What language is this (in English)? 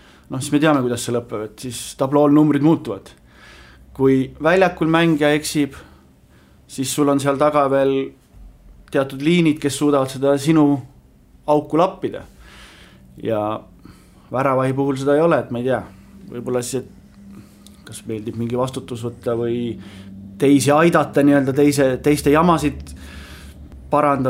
Estonian